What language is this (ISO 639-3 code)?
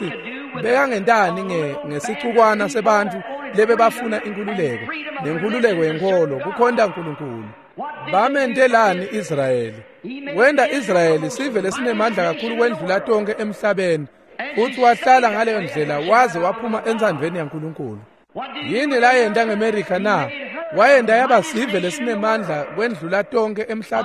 ssw